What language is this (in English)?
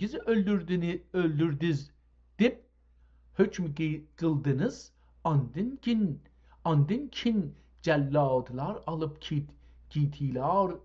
South Azerbaijani